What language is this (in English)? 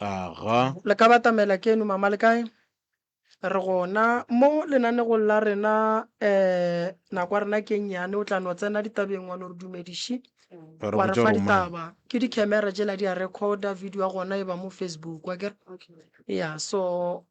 Northern Sotho